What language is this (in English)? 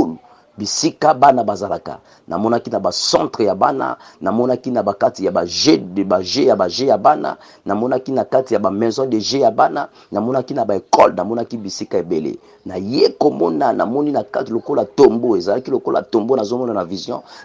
Lingala